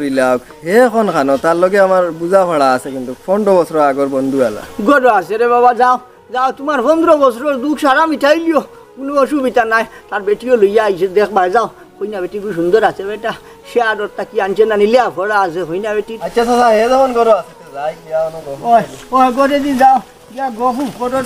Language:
Sylheti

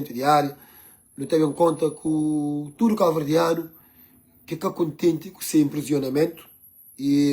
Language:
Kabuverdianu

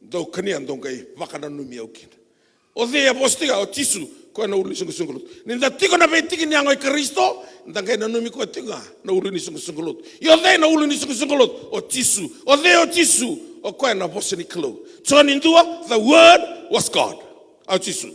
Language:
Fijian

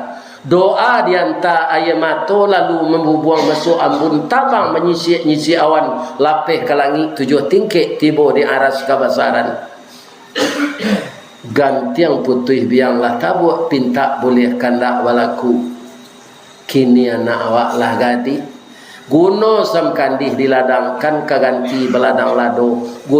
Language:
Minangkabau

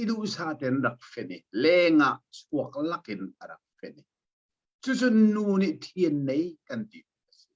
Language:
Hakha Chin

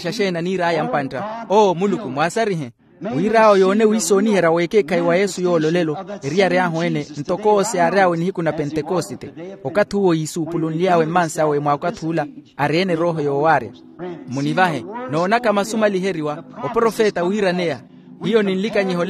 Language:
Makhuwa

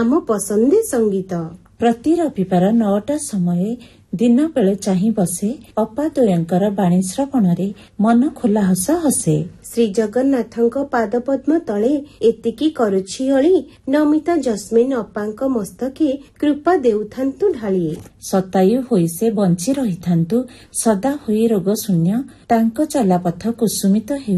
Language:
Odia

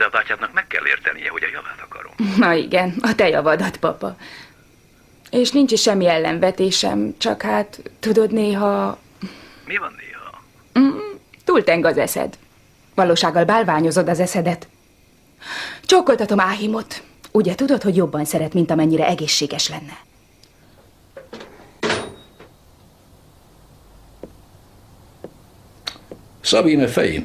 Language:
Hungarian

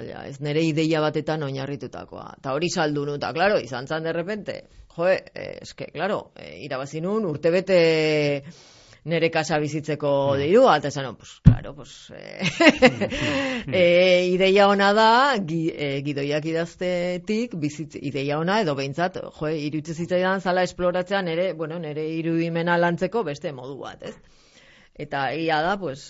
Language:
Basque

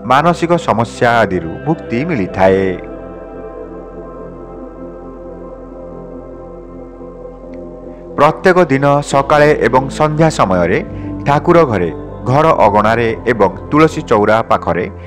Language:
Odia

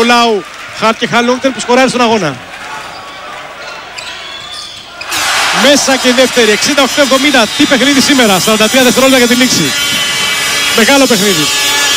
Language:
Greek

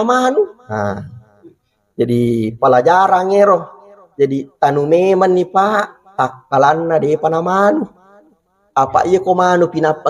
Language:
Buginese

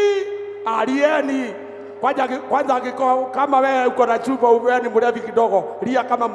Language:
Swahili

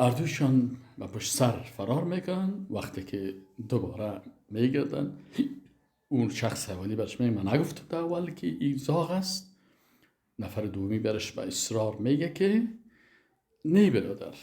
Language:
Persian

